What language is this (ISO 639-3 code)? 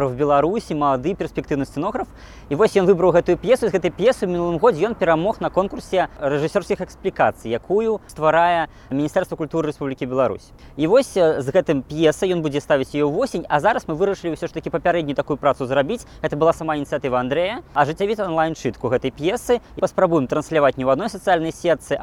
bel